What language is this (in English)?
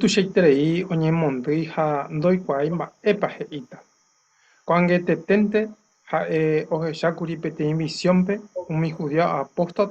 Guarani